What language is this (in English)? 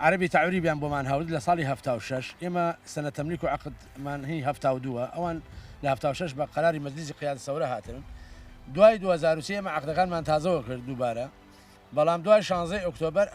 Central Kurdish